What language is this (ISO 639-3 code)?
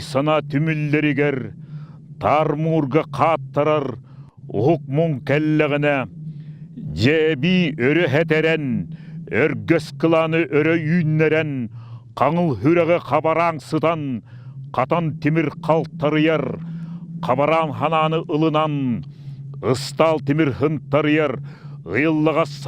sah